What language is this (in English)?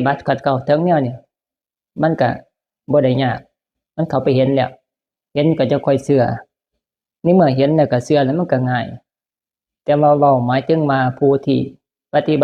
Northeastern Thai